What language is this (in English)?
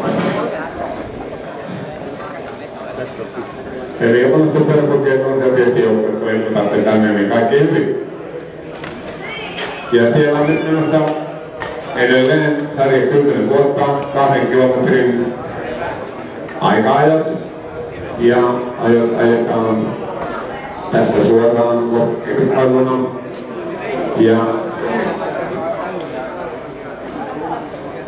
Finnish